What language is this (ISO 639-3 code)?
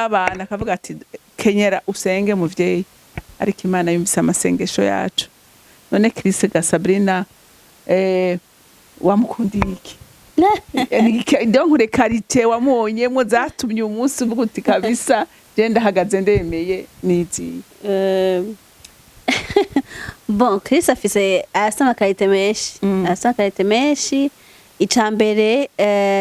run